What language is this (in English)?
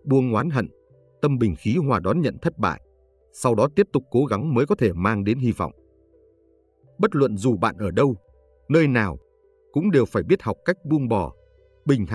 Vietnamese